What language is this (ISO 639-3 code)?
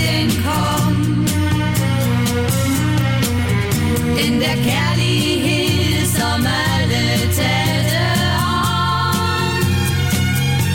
dan